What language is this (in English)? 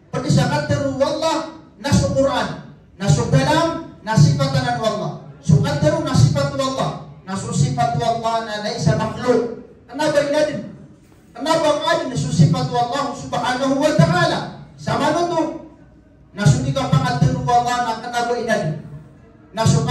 Maranao